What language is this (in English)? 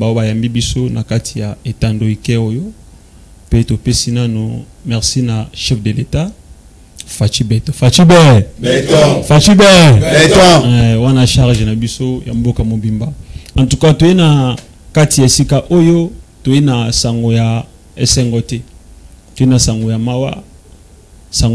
Lingala